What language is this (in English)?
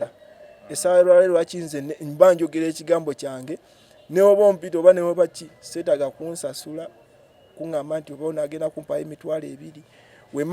Ganda